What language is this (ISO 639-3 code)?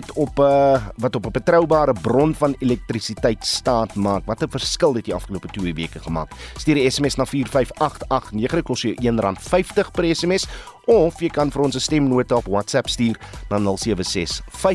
afr